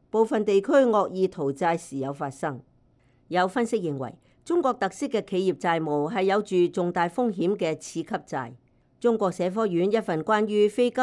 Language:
Cantonese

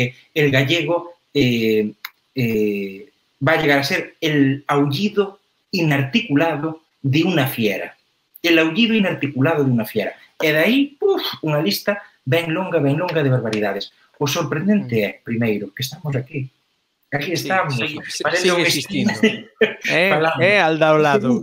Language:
Galician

